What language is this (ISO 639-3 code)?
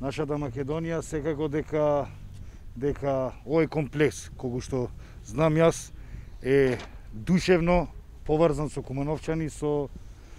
mkd